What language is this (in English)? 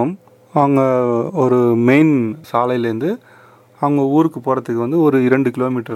Tamil